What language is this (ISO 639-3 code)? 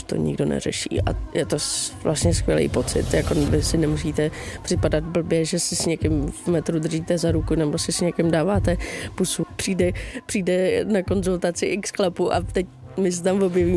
ces